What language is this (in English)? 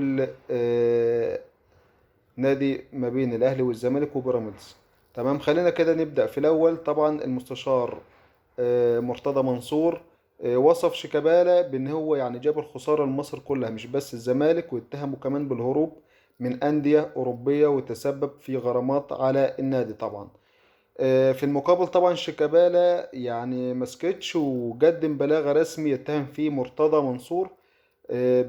Egyptian Arabic